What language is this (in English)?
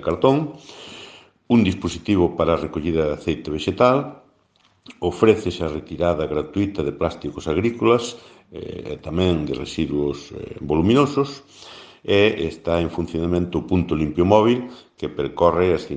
Galician